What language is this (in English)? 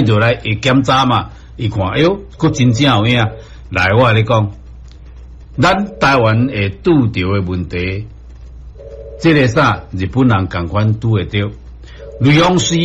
Min Nan Chinese